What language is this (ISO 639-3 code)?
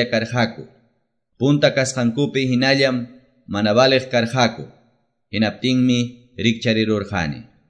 que